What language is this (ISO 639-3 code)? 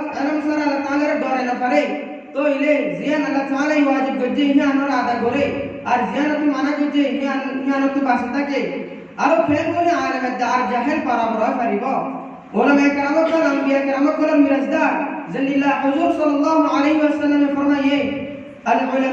rhg